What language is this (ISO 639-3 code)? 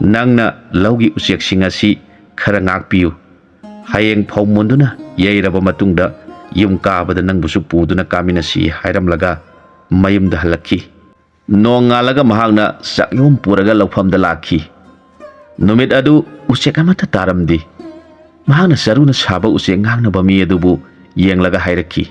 mni